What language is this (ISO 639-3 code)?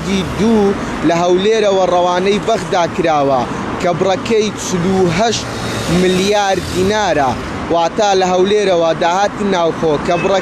ckb